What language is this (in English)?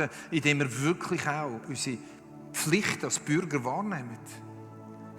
Swiss German